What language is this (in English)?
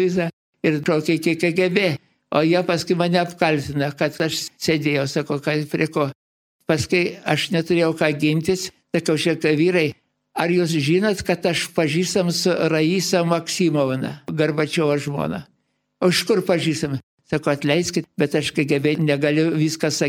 Lithuanian